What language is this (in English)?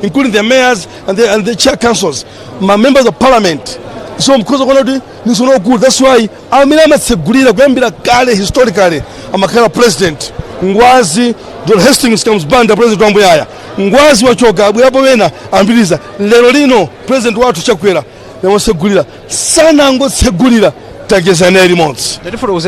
Nyanja